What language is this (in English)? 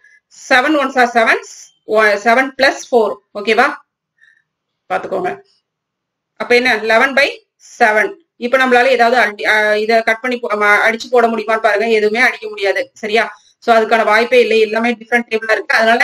Tamil